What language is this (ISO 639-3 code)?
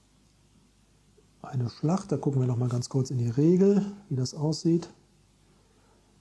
deu